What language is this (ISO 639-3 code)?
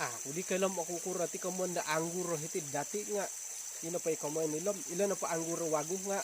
dtp